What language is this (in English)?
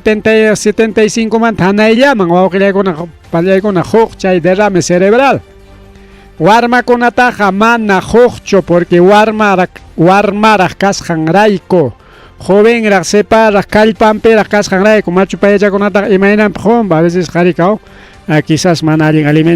Ayacucho Quechua